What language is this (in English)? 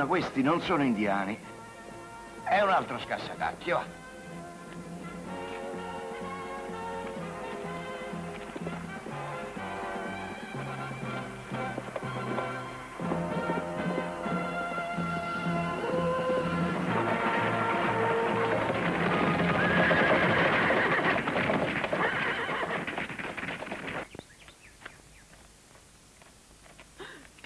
Italian